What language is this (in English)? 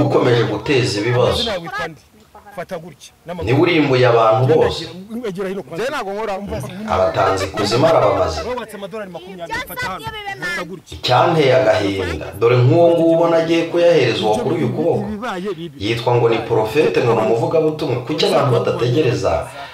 Kinyarwanda